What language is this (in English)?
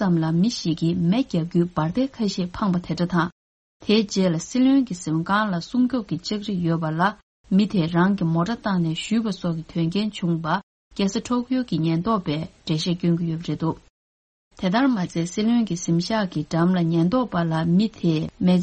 Tibetan